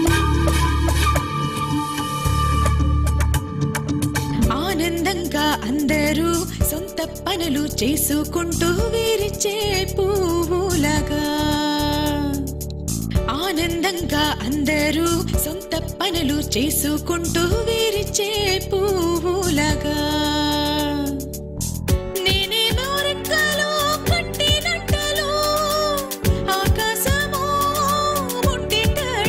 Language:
Telugu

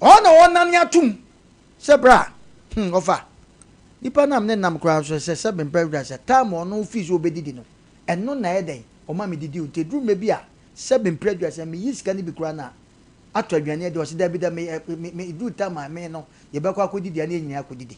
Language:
Akan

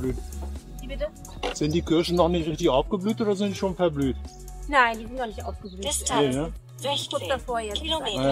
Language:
German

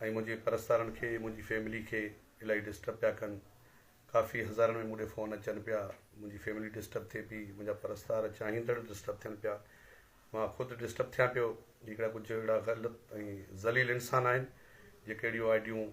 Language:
Sindhi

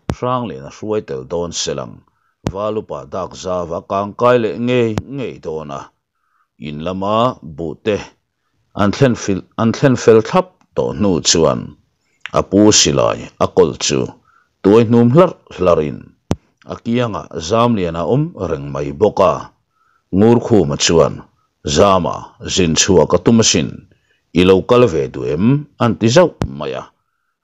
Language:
Mizo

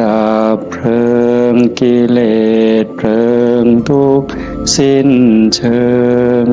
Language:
Northeastern Thai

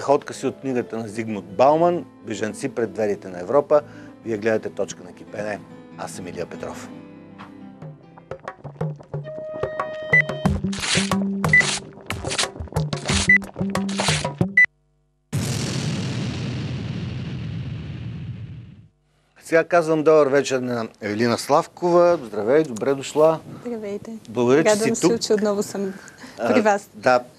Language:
Bulgarian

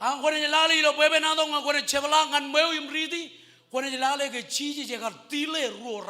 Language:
Marshallese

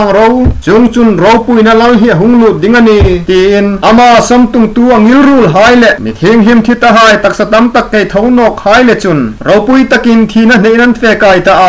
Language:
Hmar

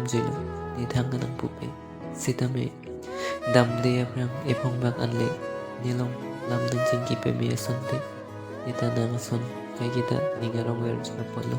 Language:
Karbi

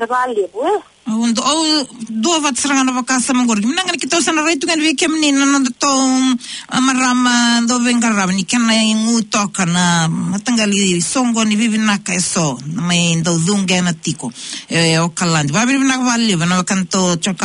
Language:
Fijian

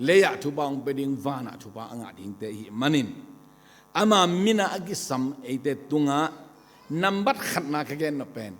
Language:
Tedim Chin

